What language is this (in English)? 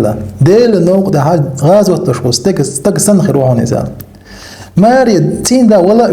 Chechen